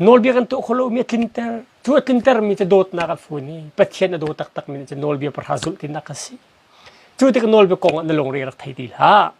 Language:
Hakha Chin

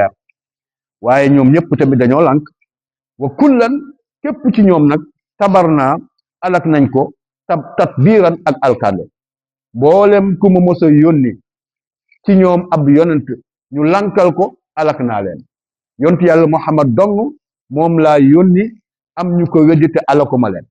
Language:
Wolof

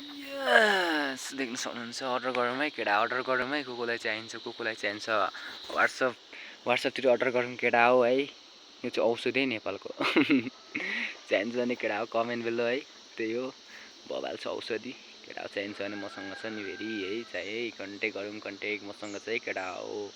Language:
Nepali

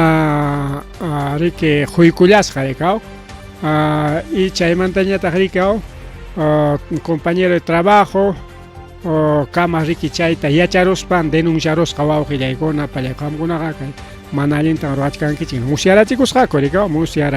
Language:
Ayacucho Quechua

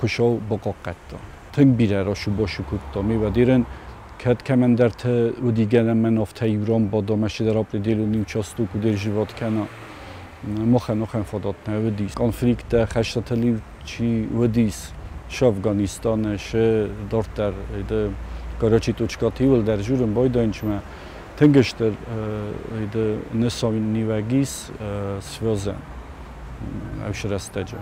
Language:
Ossetic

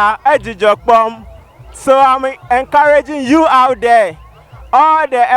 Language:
Ewe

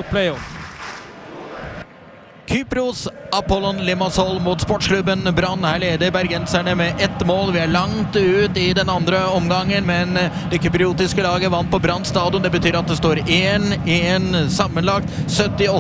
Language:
Norwegian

